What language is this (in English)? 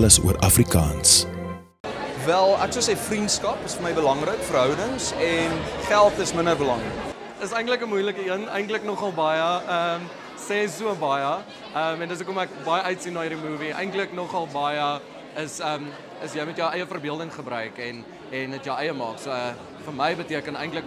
Afrikaans